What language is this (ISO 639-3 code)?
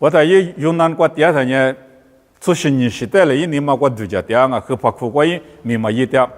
lis